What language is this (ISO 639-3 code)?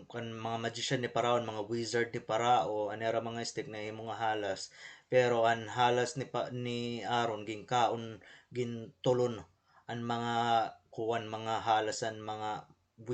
war